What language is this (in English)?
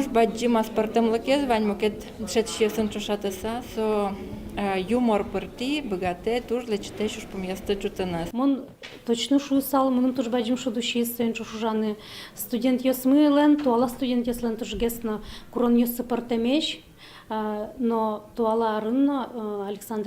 Udmurt